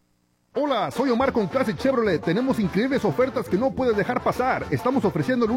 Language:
Spanish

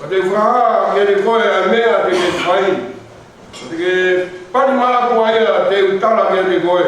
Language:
Tongan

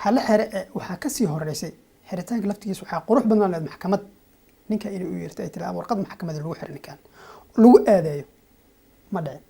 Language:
Somali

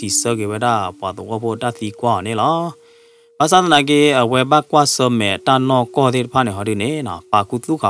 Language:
S'gaw Karen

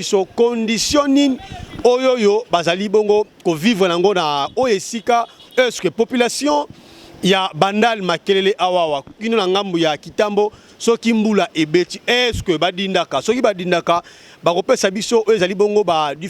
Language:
Lingala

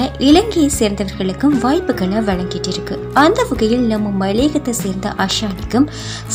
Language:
Tamil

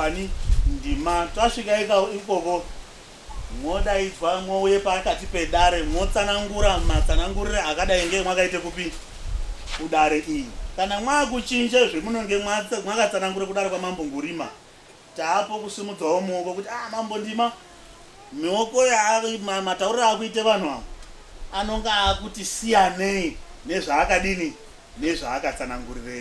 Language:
Shona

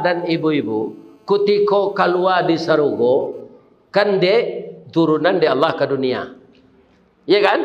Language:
Minangkabau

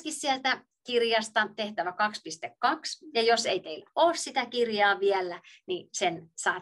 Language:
Finnish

